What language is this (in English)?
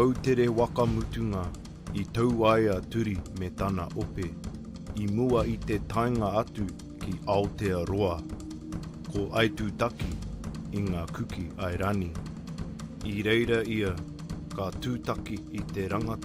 Māori